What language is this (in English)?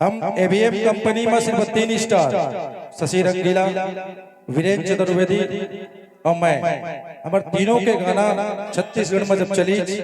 Chhattisgarhi